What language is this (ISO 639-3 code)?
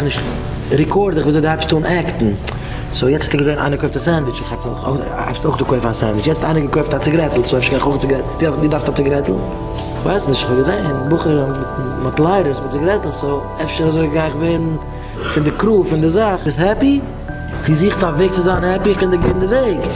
yid